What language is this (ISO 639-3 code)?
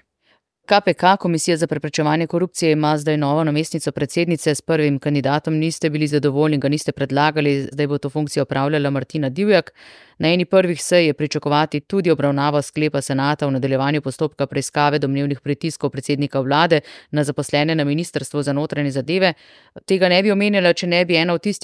slv